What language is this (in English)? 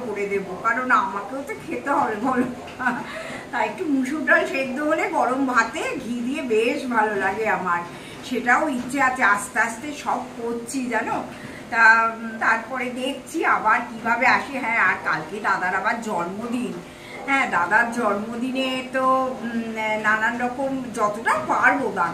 Bangla